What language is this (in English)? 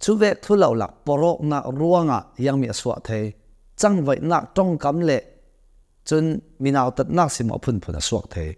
Hakha Chin